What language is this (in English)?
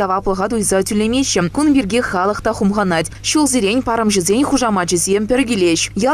Chuvash